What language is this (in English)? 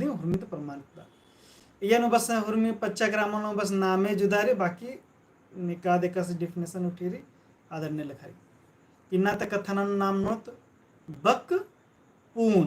Kurukh